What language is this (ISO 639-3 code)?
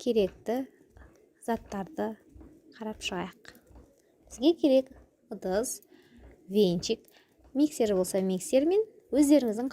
kaz